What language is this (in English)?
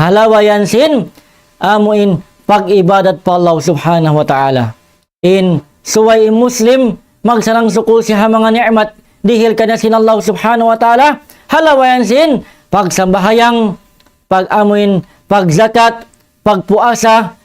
Tausug